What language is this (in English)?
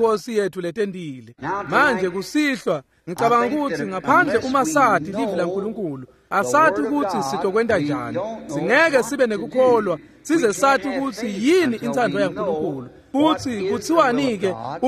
Swati